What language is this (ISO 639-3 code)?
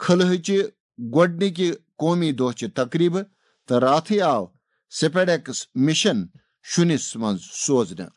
kas